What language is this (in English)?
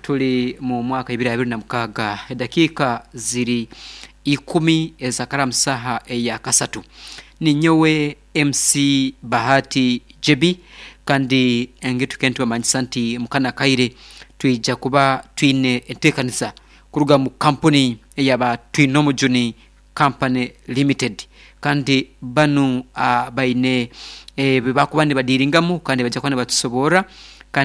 Nyankole